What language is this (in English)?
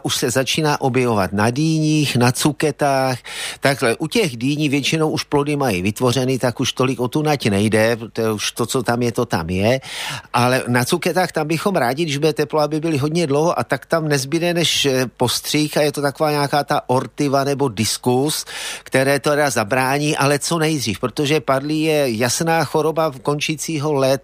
Czech